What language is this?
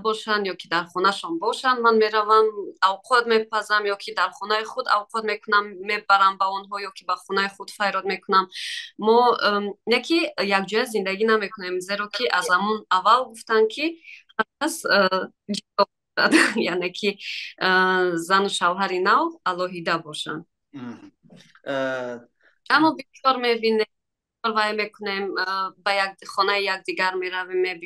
Tajik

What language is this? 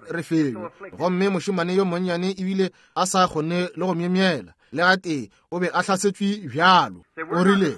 Northern Sotho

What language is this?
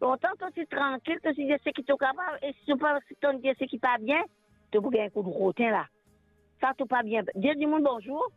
Morisyen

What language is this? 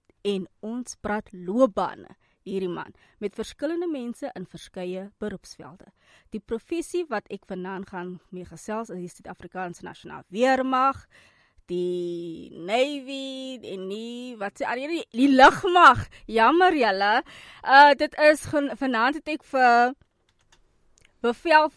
Afrikaans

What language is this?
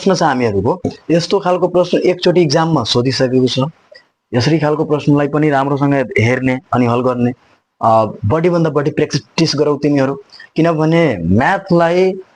Nepali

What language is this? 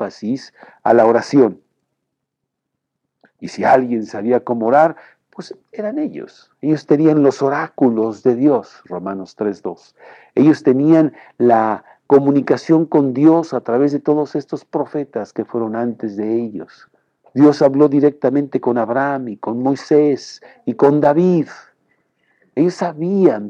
Spanish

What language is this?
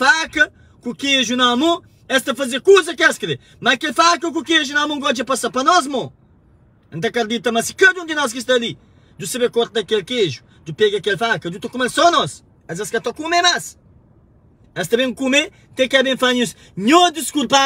Kabuverdianu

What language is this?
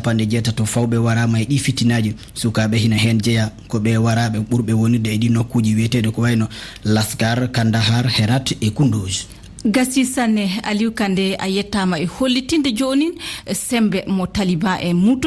Fula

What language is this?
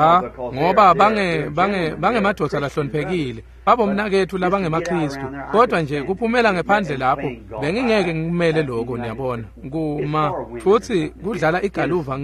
Swati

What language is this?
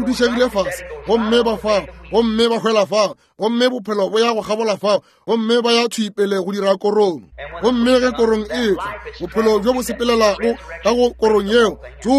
Northern Sotho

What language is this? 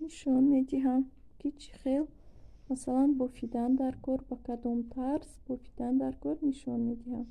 Tajik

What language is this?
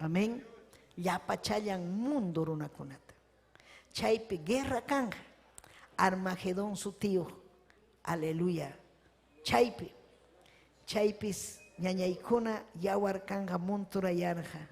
Ayacucho Quechua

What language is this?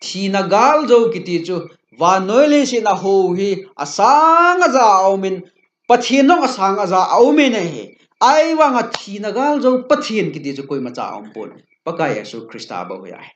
Thado Chin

